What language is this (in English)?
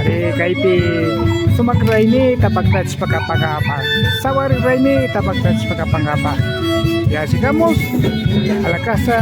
Imbabura Highland Quichua